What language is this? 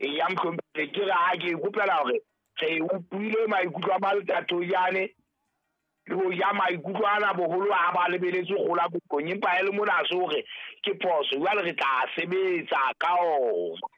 Southern Sotho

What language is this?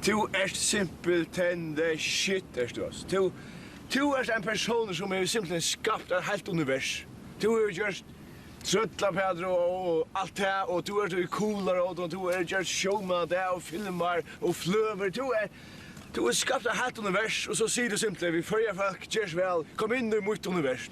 Faroese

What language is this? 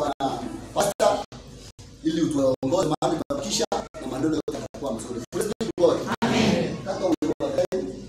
Swahili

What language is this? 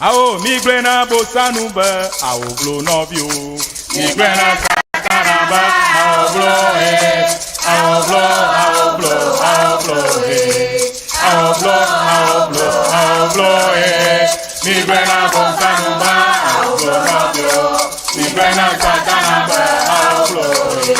Ewe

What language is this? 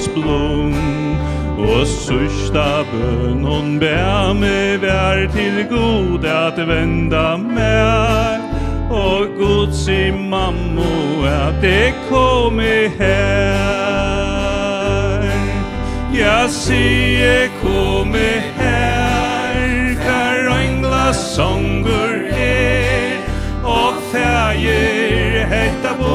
Faroese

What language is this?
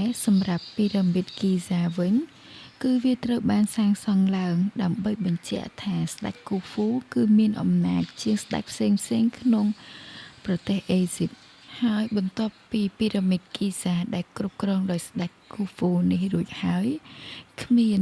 Khmer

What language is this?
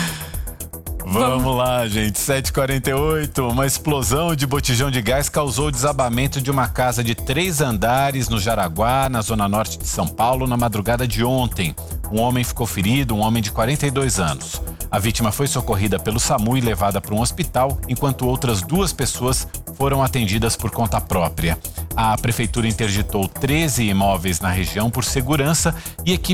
Portuguese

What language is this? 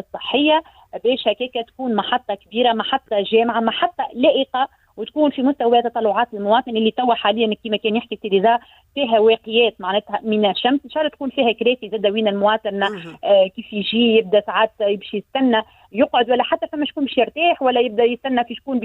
Tunisian Arabic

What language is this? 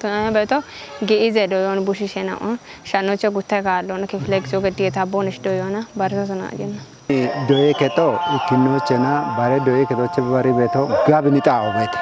Kafa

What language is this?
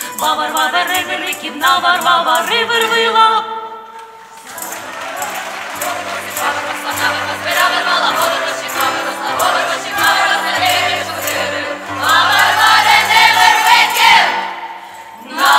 Ukrainian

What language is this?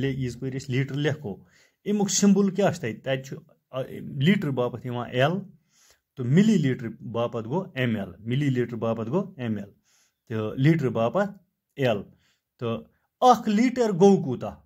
Kashmiri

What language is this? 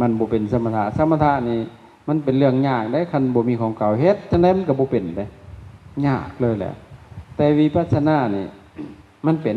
Lao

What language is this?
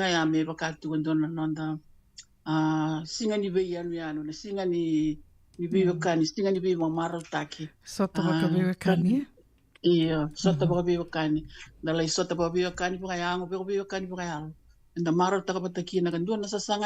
Fijian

